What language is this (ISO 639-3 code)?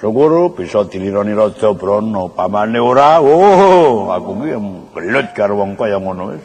jav